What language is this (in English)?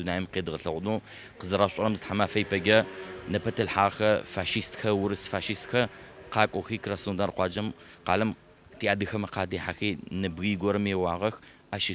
Adyghe